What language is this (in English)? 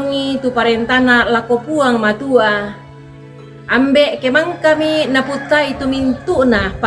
Toraja-Sa'dan